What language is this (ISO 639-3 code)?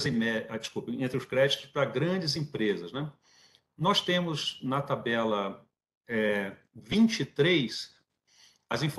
por